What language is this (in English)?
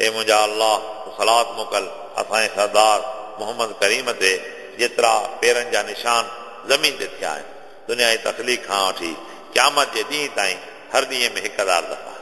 Sindhi